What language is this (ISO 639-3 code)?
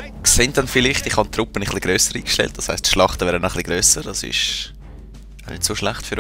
gsw